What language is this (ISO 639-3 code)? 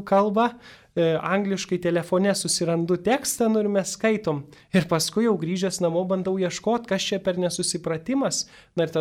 lit